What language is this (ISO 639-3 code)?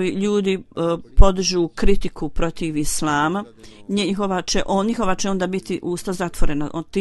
bos